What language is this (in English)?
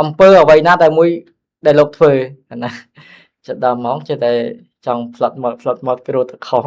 Khmer